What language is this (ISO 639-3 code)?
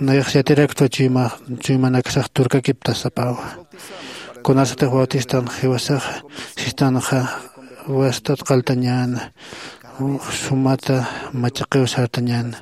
aym